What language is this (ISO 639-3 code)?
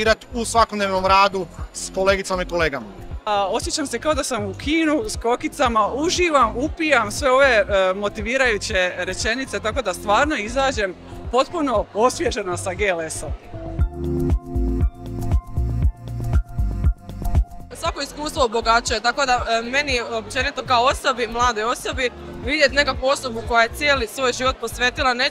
hrv